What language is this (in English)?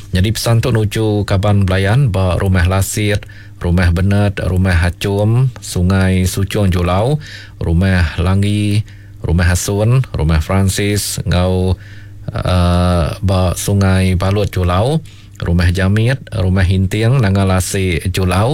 Iban